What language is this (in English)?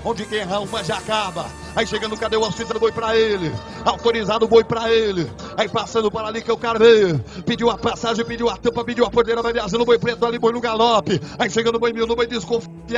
Portuguese